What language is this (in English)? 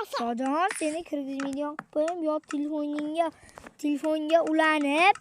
Uzbek